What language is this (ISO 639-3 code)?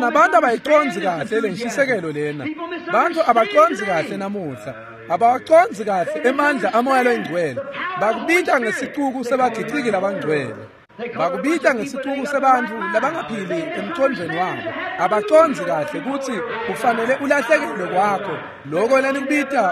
ssw